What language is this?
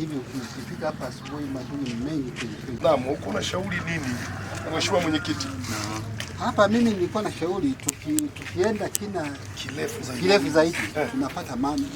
Swahili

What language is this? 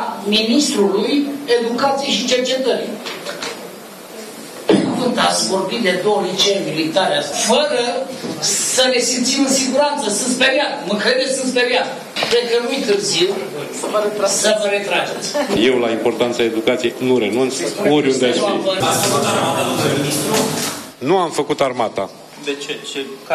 Romanian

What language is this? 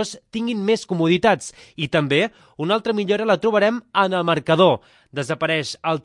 Catalan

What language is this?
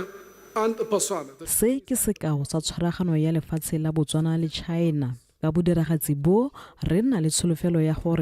Tswana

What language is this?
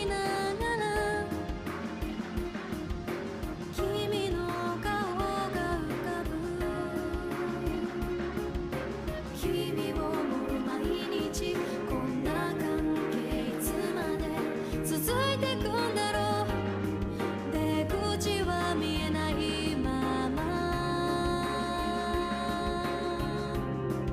Japanese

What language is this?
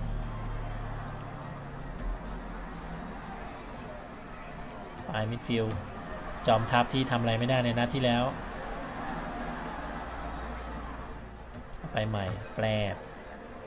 Thai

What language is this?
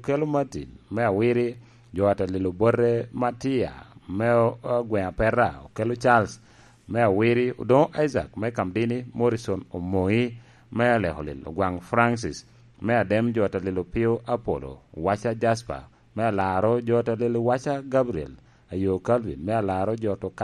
Lango (Uganda)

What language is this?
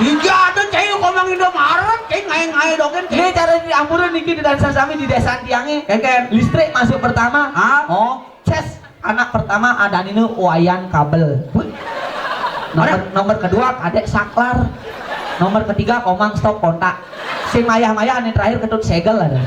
Balinese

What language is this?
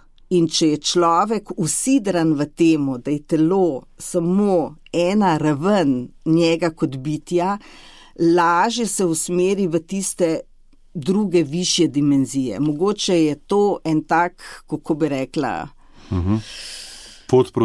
Slovenian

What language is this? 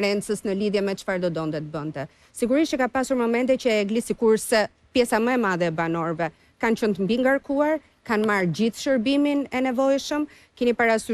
Albanian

